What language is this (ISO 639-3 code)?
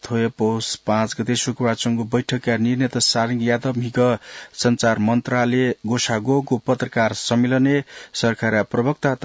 new